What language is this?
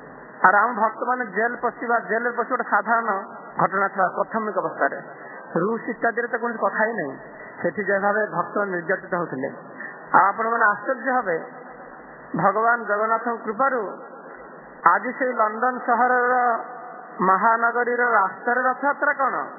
Odia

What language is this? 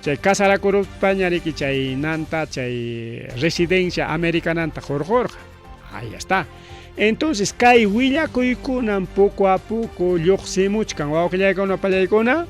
Ayacucho Quechua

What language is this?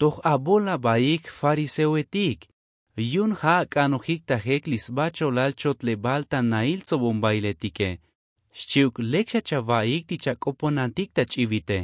Tzotzil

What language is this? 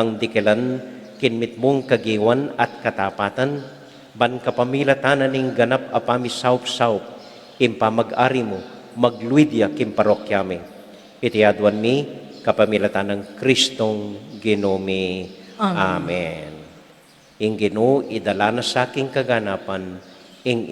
Pampanga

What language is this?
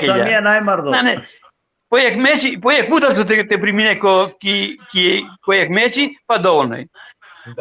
Balkan Romani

